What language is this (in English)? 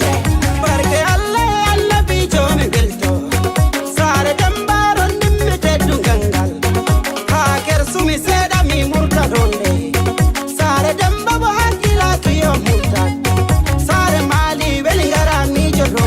Fula